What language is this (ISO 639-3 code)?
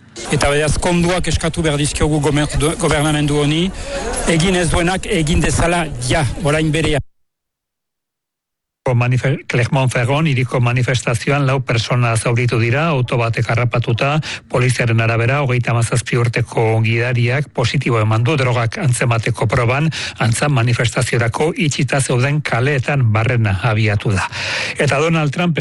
eus